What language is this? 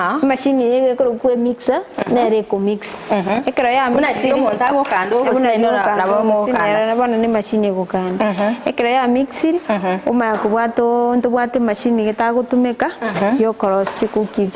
Gusii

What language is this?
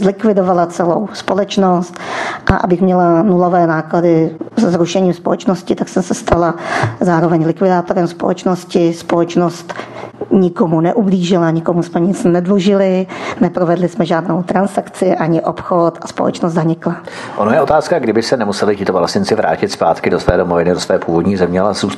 Czech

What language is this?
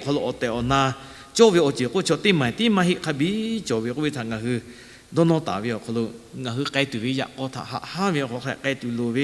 Lahu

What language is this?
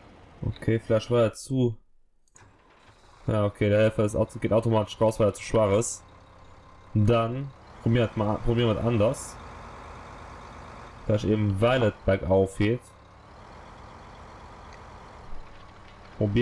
German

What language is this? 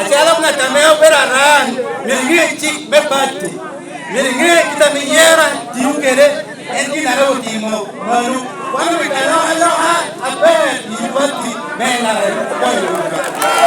Lango (Uganda)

